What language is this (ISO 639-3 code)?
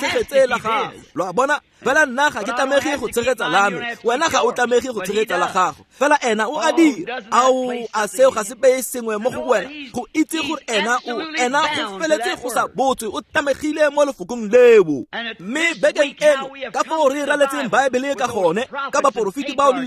tsn